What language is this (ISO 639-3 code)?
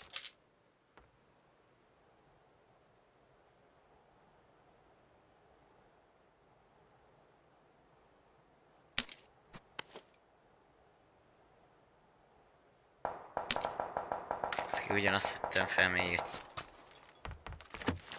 hun